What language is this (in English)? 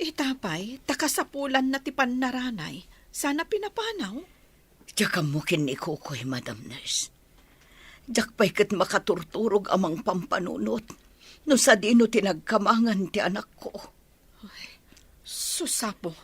Iloko